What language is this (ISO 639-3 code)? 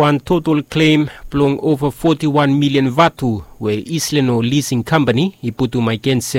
bis